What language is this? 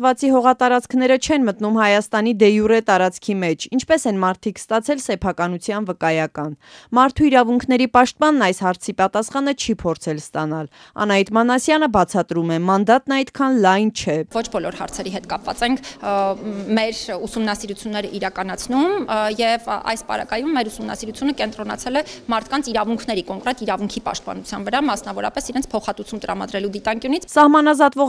Armenian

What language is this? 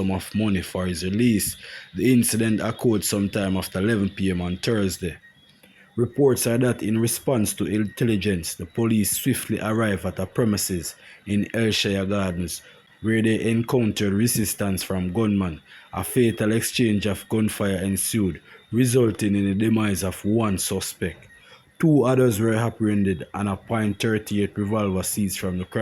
Jamaican Creole English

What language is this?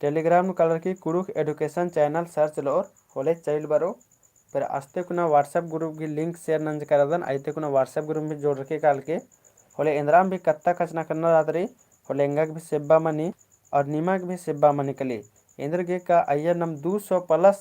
Kurukh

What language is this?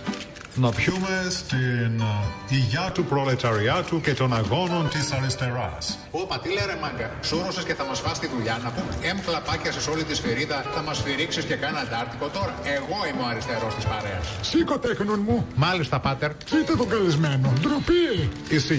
Greek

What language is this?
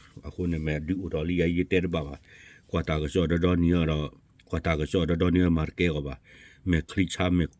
S'gaw Karen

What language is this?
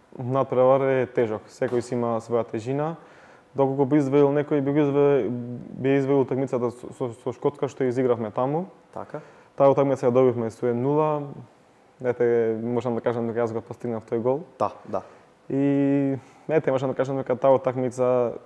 Macedonian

